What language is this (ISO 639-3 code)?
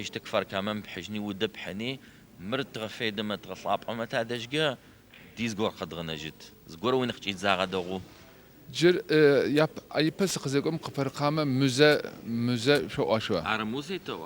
ady